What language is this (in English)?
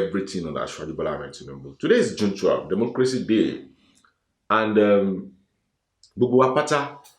Yoruba